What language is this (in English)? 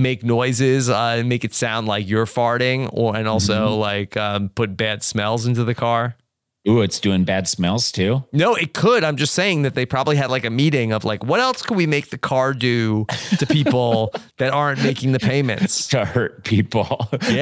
English